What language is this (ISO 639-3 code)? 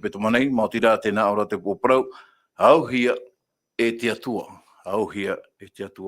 tah